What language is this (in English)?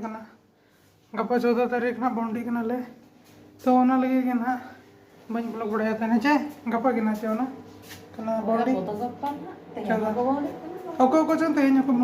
Santali